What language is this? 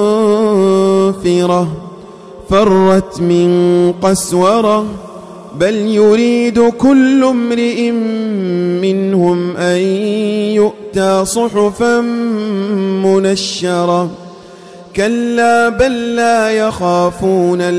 Arabic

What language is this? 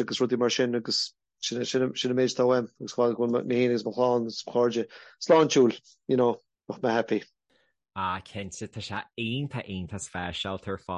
Irish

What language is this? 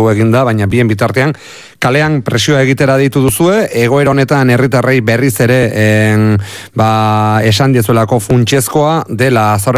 Basque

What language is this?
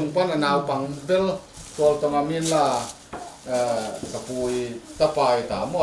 Tedim Chin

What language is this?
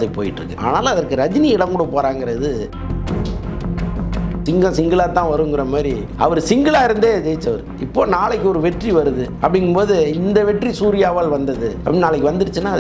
Tamil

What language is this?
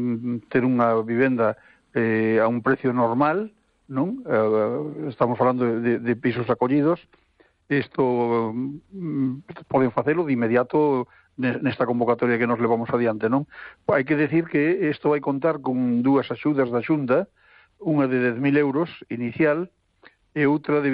Galician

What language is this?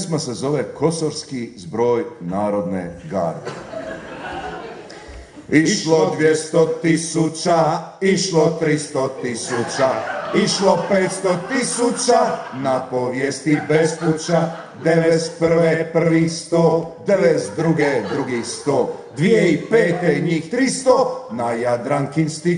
Croatian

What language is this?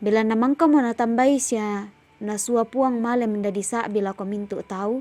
Toraja-Sa'dan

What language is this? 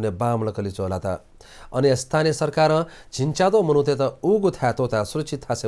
Newari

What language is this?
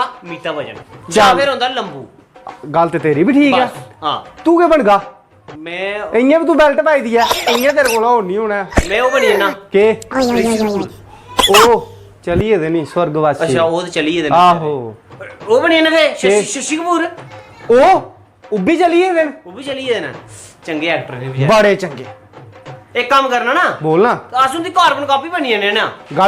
Dogri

